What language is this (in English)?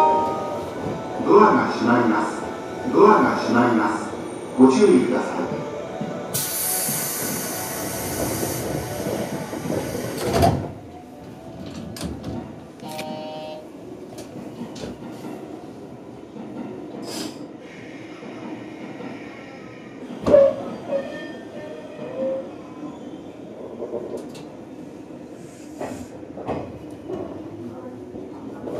Japanese